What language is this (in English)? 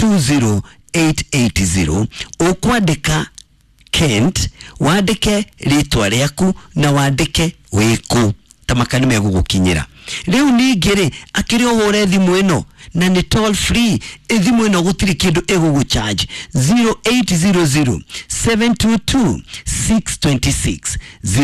Kikuyu